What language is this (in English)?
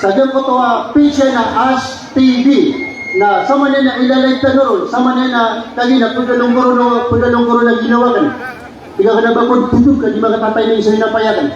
Maranao